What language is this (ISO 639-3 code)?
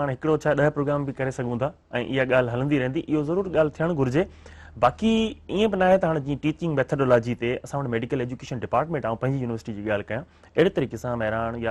snd